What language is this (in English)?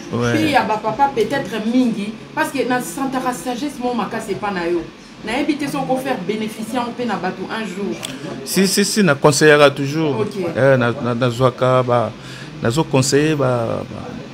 Lingala